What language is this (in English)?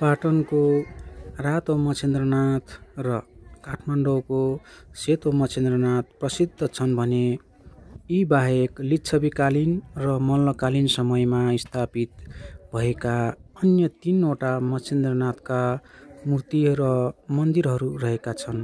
Nepali